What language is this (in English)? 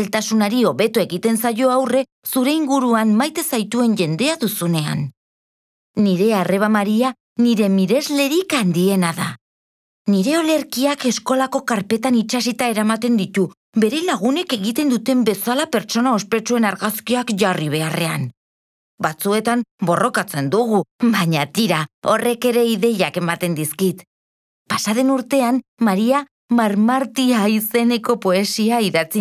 Basque